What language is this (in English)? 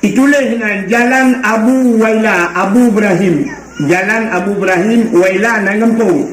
Achinese